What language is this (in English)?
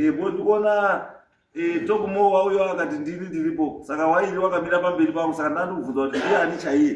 Shona